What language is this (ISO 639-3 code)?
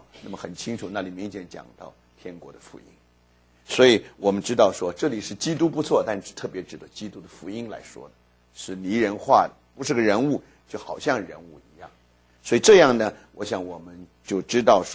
zho